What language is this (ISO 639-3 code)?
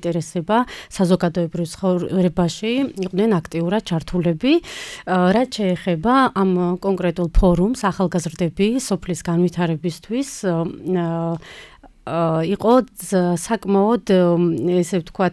kat